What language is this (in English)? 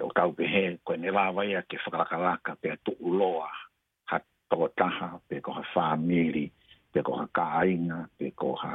Tongan